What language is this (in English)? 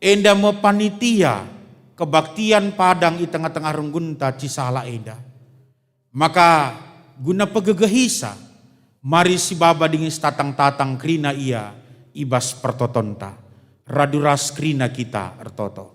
Batak Karo